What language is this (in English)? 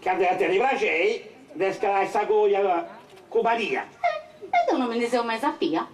Sardinian